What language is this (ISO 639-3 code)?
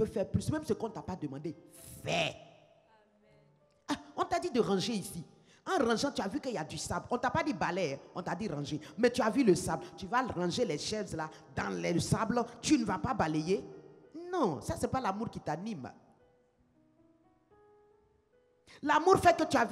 fra